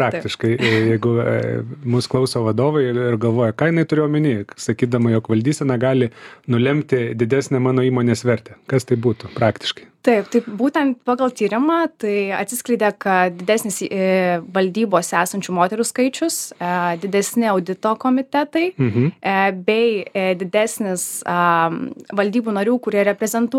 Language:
Lithuanian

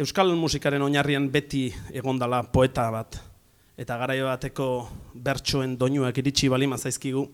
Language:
Basque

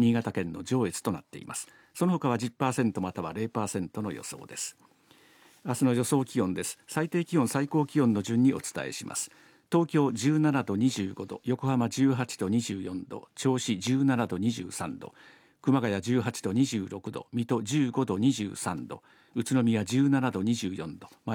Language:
Japanese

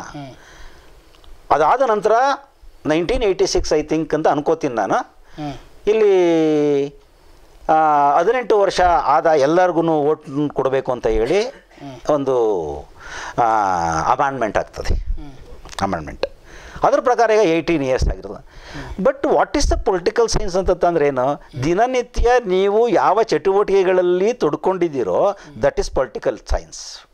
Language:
Kannada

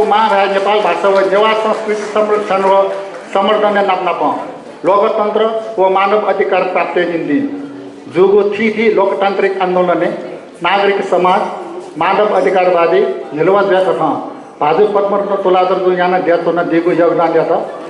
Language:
Newari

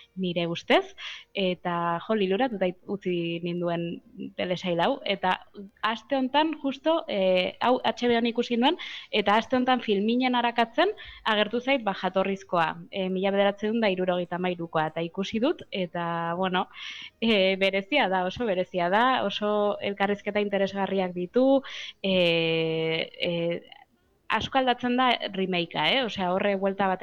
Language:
Basque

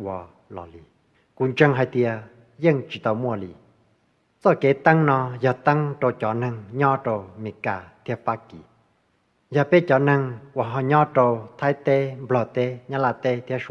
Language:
Hmong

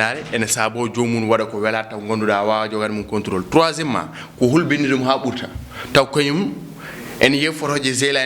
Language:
Fula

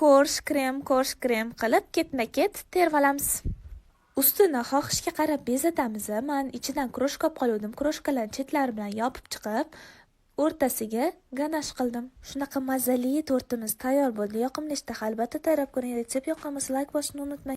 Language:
Uzbek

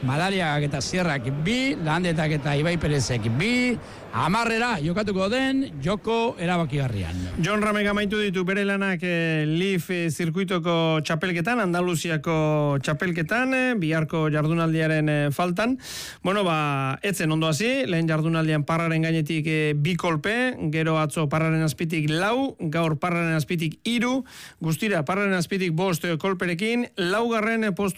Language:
Basque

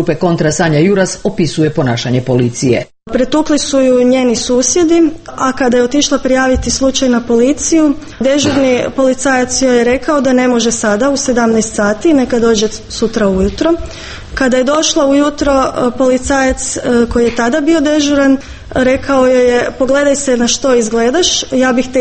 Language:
Croatian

